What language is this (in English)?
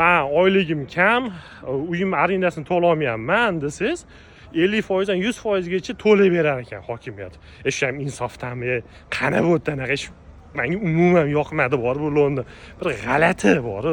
Uzbek